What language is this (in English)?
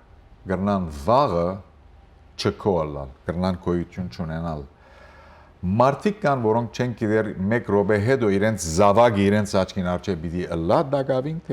Western Armenian